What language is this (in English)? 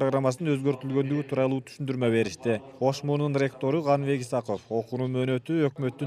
Kyrgyz